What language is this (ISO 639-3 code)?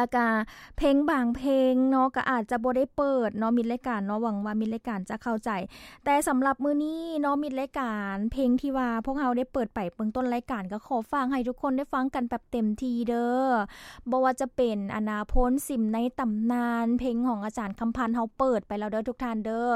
lao